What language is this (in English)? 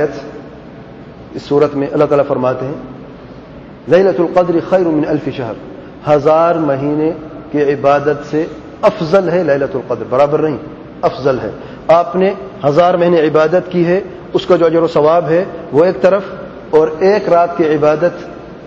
Urdu